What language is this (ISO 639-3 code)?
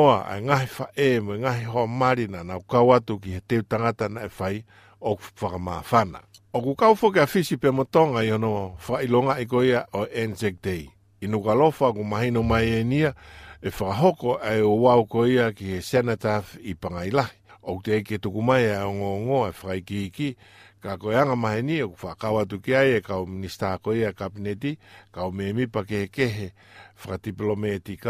ton